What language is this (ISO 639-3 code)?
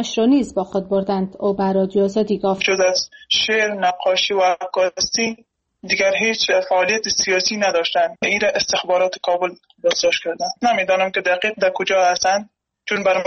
fas